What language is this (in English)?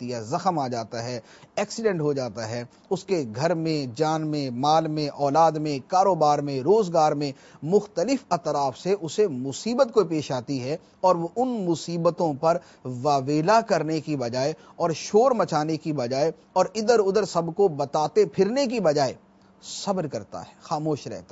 Urdu